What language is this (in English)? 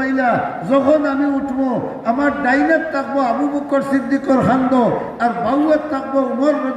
Sylheti